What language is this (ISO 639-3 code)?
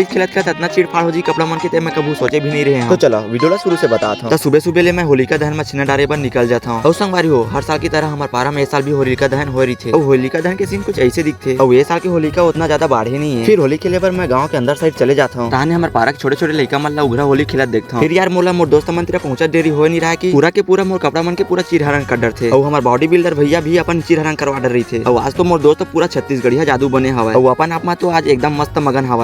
hne